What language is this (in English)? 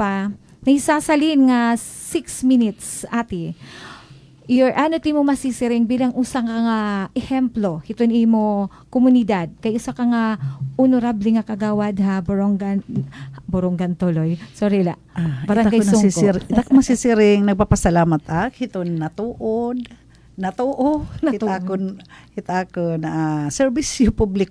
Waray